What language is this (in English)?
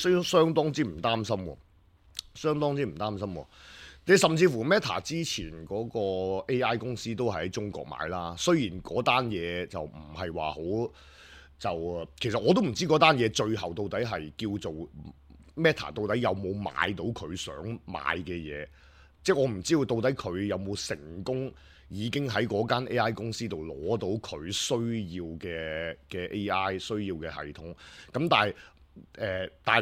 Cantonese